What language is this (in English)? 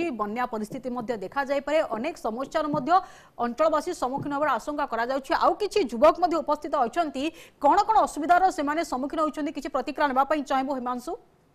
Odia